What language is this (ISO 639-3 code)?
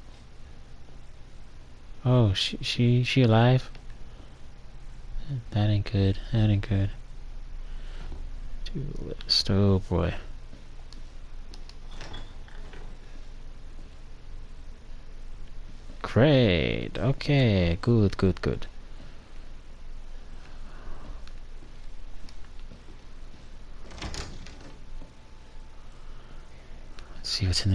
eng